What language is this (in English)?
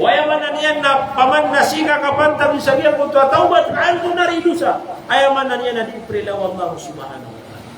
Maranao